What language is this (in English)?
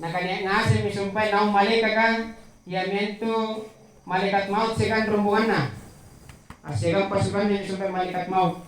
Makasar